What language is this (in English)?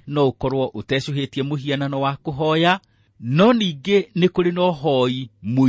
Kikuyu